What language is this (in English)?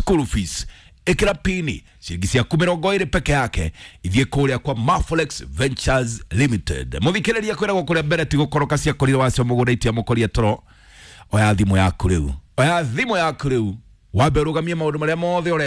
Kikuyu